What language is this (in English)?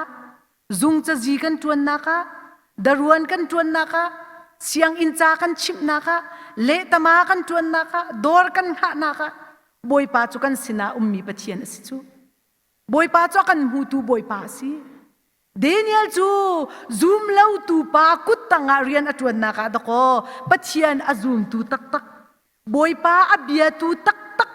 Hakha Chin